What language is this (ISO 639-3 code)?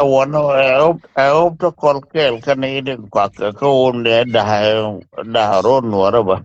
nus